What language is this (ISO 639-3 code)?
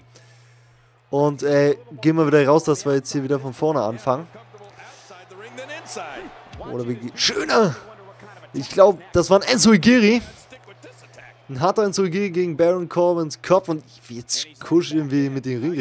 deu